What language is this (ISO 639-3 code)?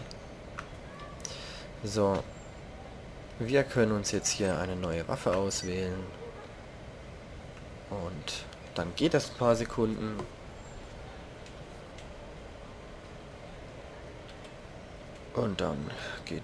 deu